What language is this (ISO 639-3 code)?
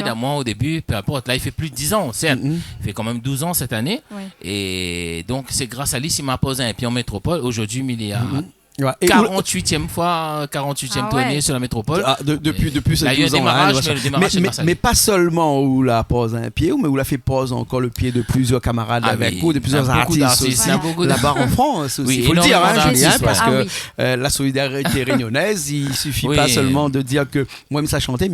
rcf